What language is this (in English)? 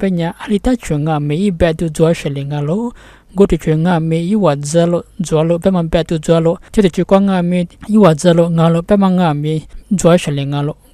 Lisu